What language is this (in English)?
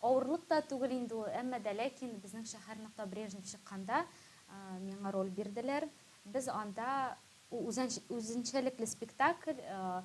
Tatar